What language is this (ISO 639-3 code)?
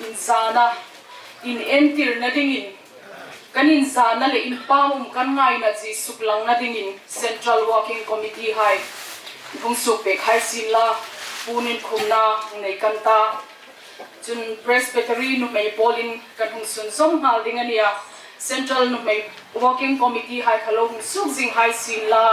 hmr